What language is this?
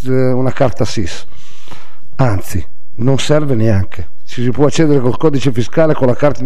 Italian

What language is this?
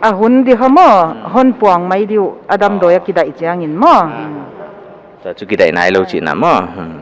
Paite Chin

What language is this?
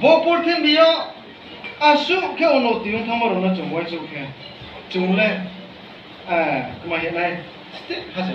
Riang (India)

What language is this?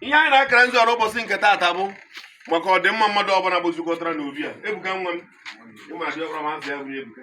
Igbo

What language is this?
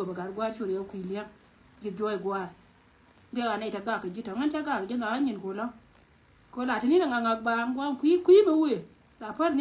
Nuer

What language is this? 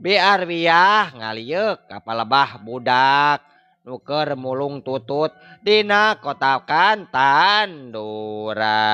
Sundanese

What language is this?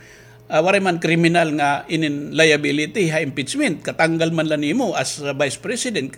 Waray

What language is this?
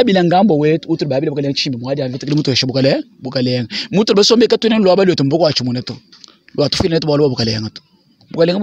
Luba-Lulua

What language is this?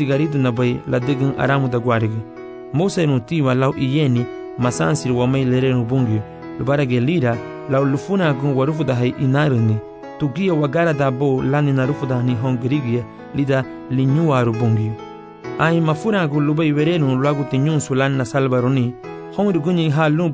Garifuna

